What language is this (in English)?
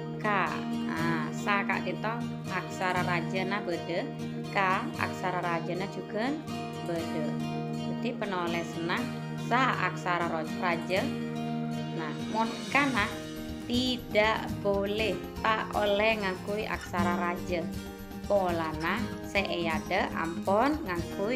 Madurese